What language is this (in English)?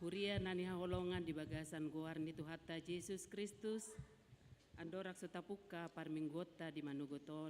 Batak Toba